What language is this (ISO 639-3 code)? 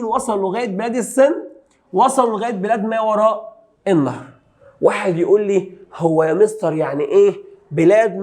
arz